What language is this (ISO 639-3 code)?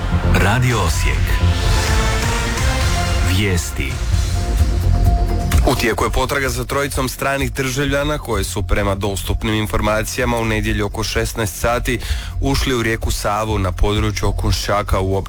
hrv